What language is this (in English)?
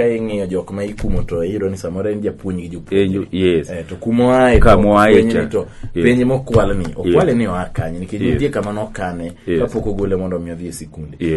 Luo (Kenya and Tanzania)